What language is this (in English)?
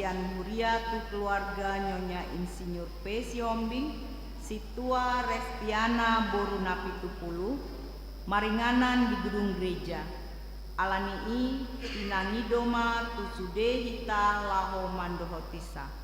Batak Toba